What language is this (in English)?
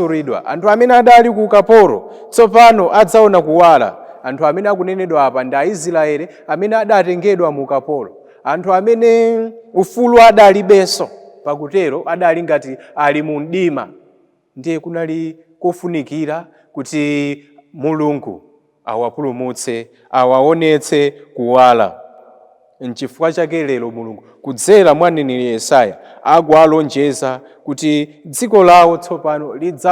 Nyanja